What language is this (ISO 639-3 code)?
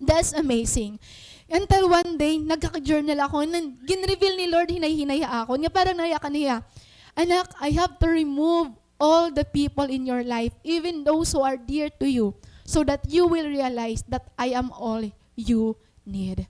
war